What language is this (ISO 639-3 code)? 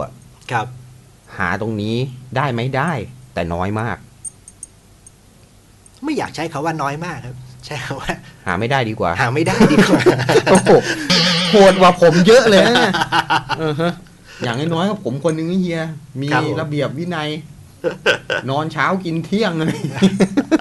tha